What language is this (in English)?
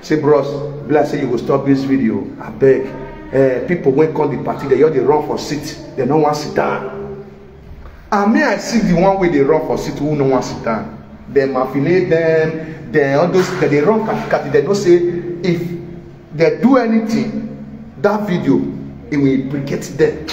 Nigerian Pidgin